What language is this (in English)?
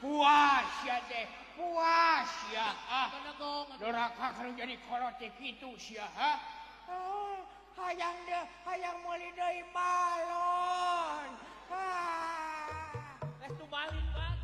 Sundanese